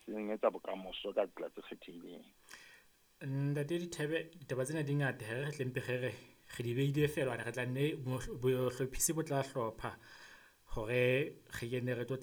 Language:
Southern Sotho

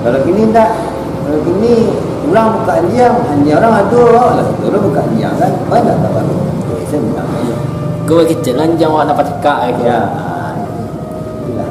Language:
Minangkabau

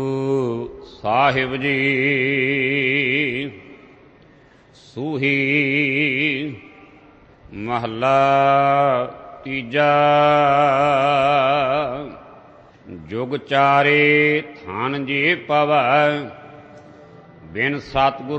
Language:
Punjabi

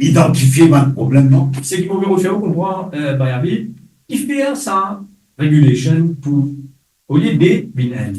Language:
Morisyen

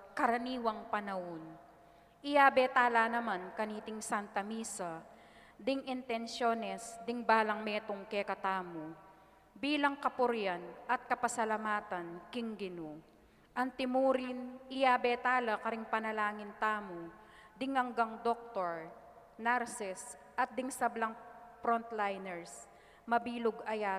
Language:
Pampanga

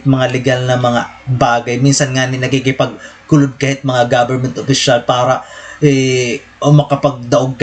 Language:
Waray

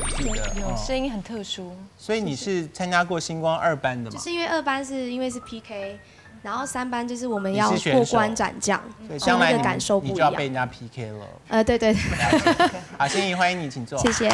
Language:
Chinese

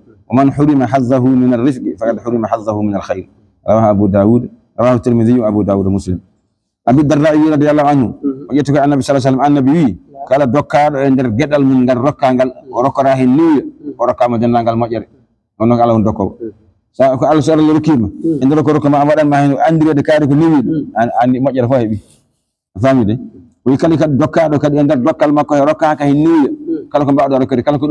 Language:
Fula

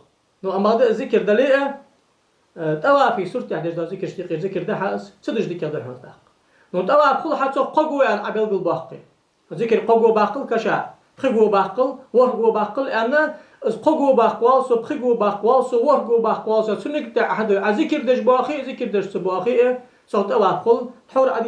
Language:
Ingush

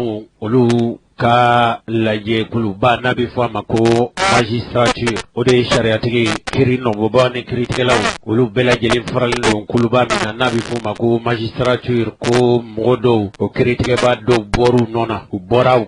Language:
Bambara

